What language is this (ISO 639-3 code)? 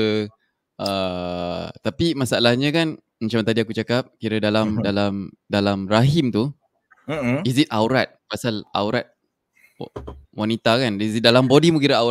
msa